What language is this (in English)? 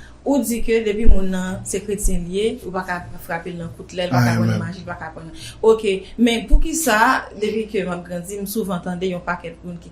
Haitian Creole